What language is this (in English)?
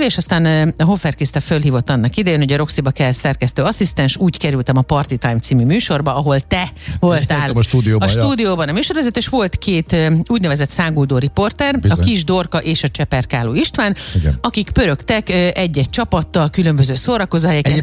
Hungarian